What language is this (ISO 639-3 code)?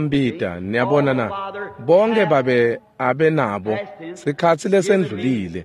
ssw